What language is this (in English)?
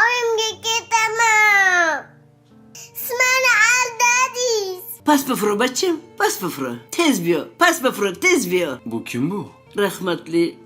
Uzbek